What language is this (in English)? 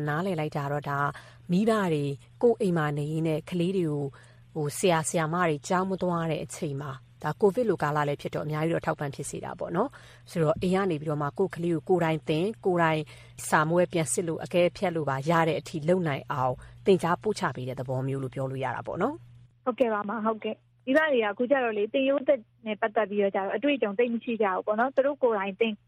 Burmese